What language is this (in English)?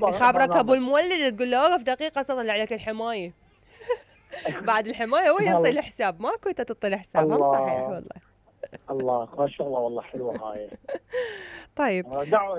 Mesopotamian Arabic